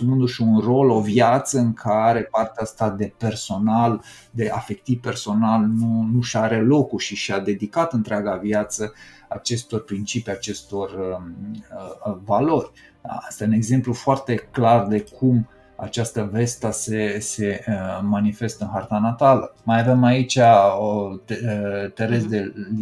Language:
Romanian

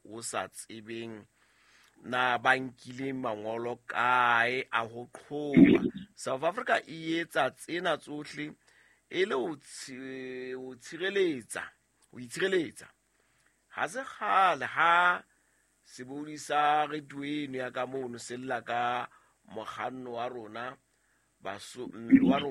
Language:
Southern Sotho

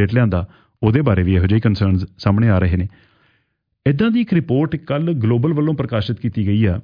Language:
Punjabi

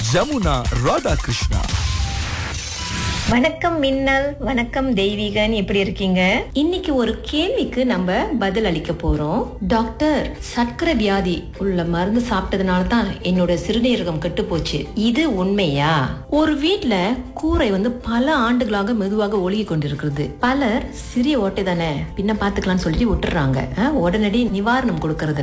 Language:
Tamil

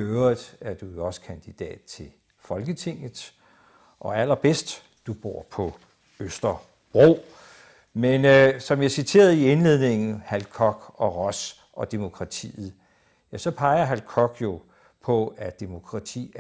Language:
Danish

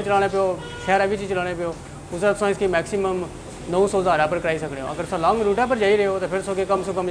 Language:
Pahari-Potwari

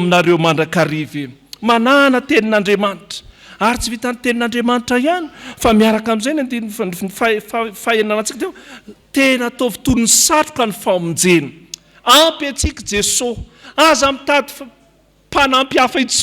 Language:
Malagasy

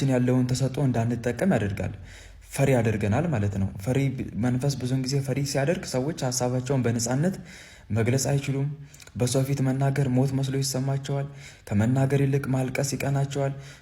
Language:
Amharic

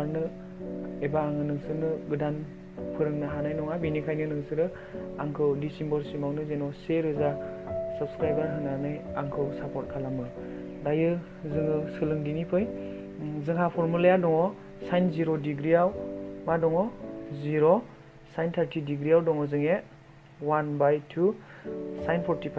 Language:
Bodo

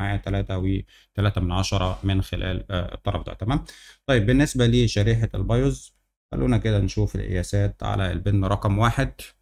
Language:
Egyptian Arabic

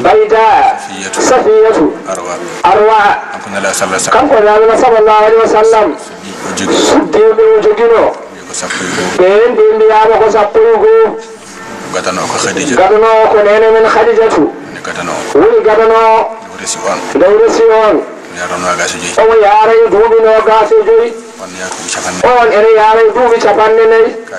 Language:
Fula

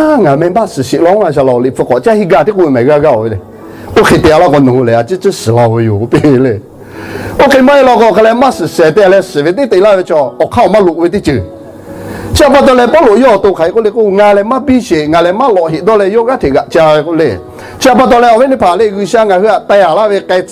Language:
Lahu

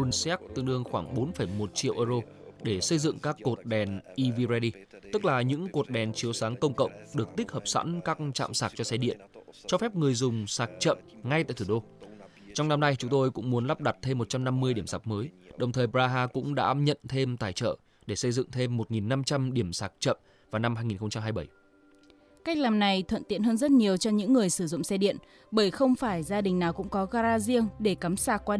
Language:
Vietnamese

